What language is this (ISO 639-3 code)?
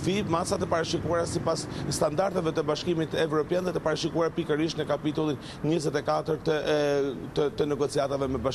sqi